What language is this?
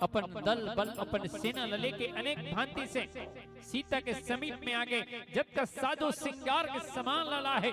Chhattisgarhi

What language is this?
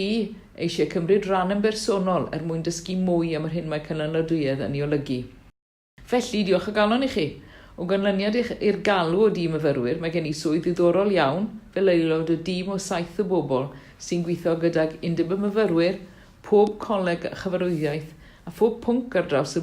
Welsh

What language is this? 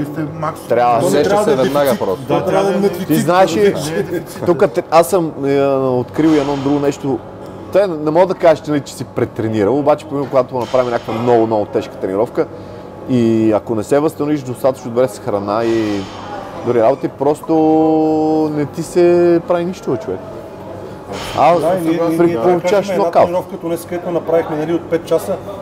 Bulgarian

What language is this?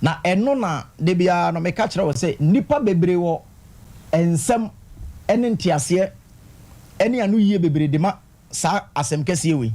Akan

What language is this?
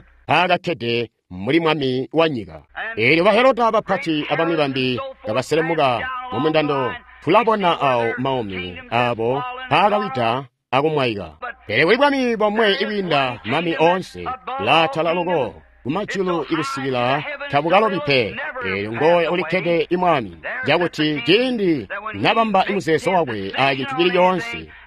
Tonga (Zambia)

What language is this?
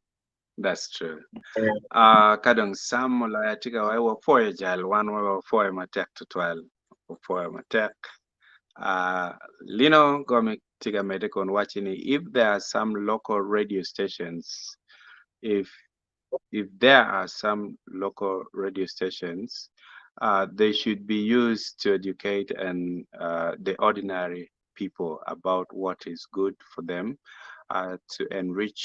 Acoli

